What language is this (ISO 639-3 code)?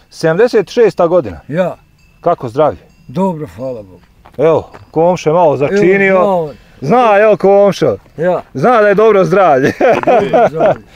bos